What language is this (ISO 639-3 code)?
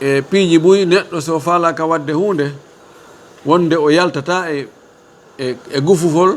ful